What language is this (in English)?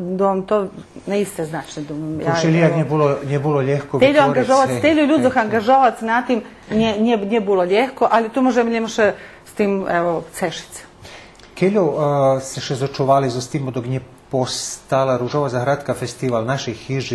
Rusyn